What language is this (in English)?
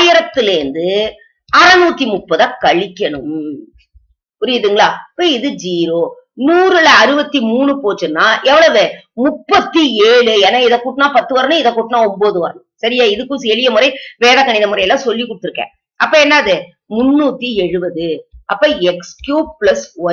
Tamil